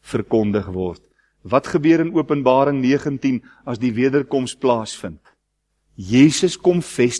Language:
Afrikaans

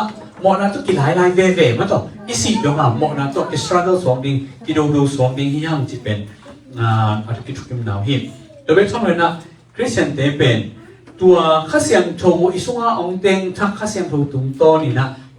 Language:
Tedim Chin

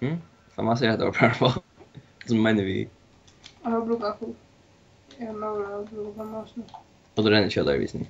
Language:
Faroese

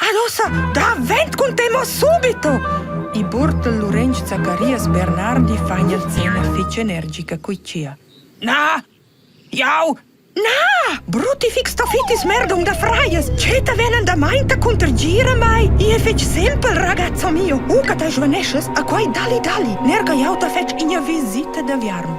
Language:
Romansh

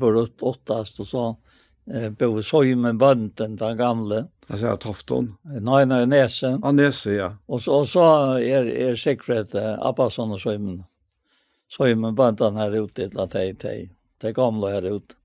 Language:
Faroese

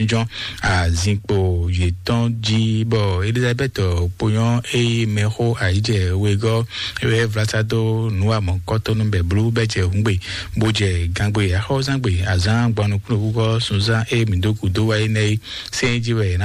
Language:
Fon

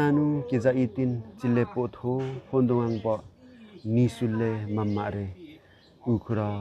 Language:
Limbu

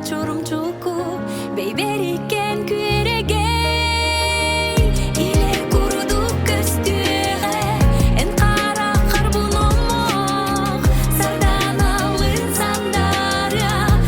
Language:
Yakut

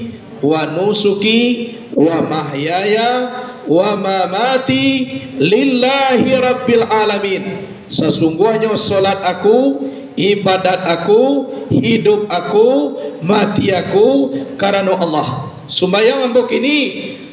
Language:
Minangkabau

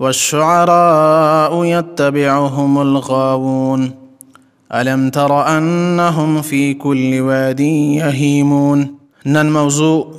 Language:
Pashto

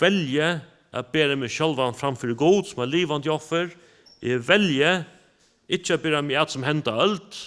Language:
Faroese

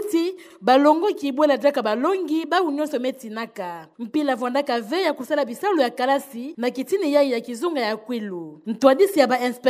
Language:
Kituba (Democratic Republic of Congo)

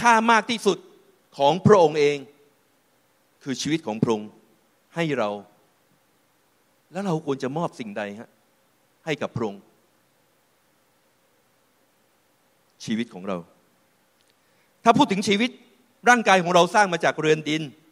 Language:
Thai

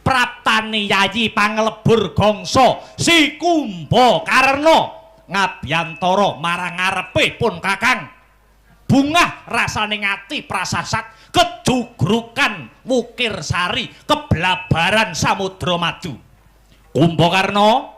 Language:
Javanese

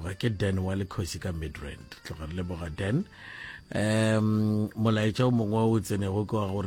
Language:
Northern Sotho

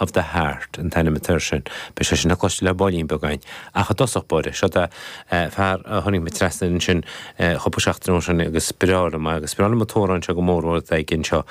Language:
Irish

